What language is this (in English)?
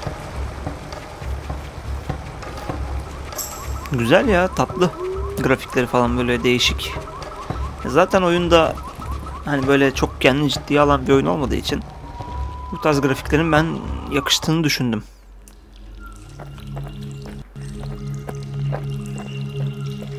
Turkish